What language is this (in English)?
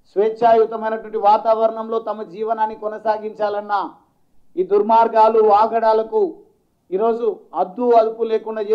Telugu